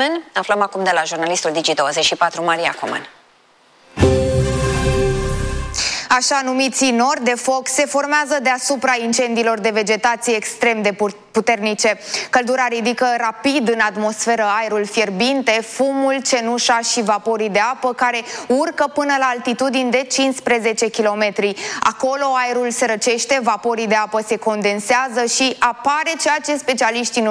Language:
Romanian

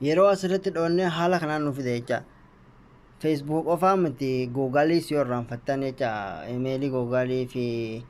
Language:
Oromo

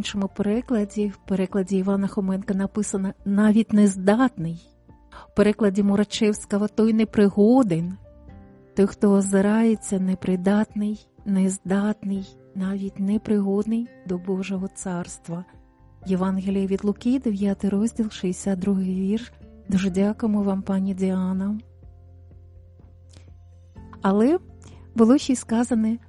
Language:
Ukrainian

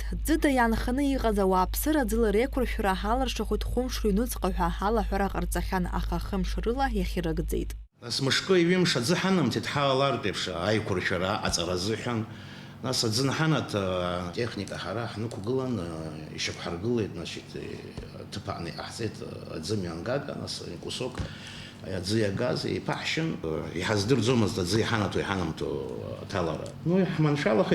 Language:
Abkhazian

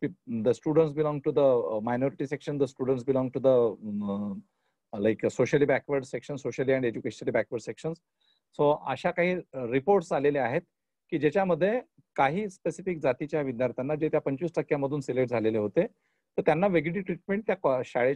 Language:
Marathi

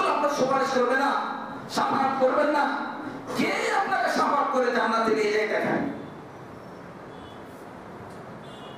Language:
Bangla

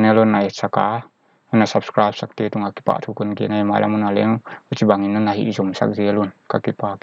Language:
Paite Chin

